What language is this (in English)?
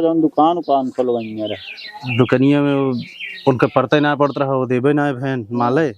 Awadhi